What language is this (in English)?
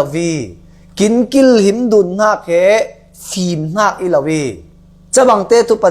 Falam Chin